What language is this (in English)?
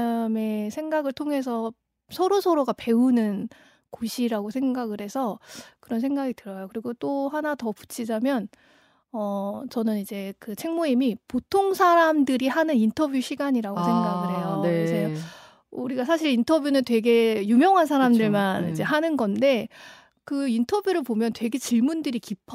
Korean